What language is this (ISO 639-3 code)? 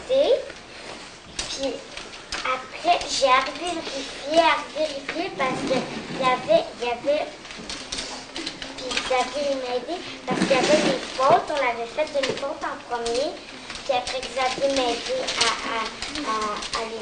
fra